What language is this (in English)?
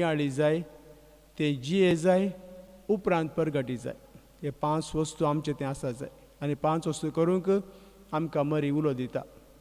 Konkani